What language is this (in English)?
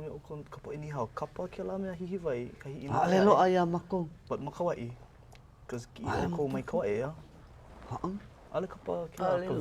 Hawaiian